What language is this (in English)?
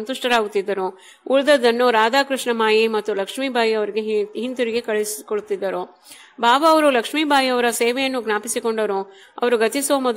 Kannada